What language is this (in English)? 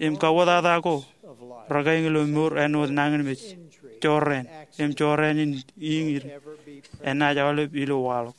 Marshallese